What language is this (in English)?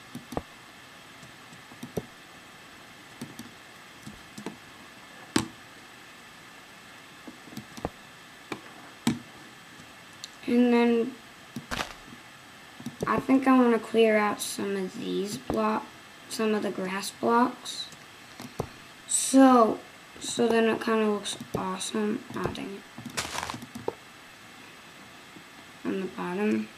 English